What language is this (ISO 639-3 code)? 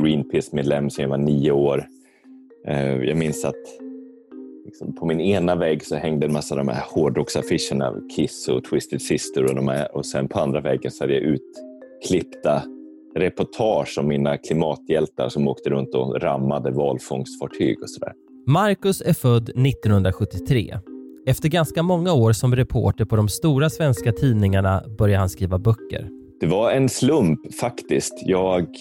swe